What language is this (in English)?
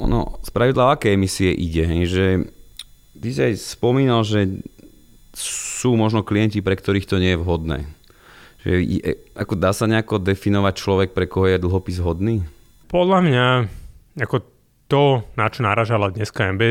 Slovak